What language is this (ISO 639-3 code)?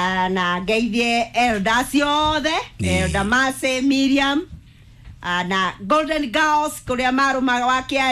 kik